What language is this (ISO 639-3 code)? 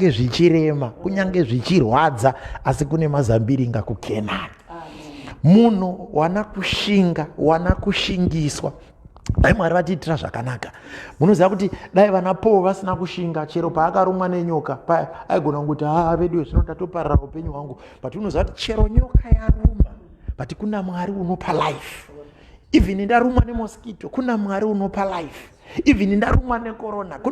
sna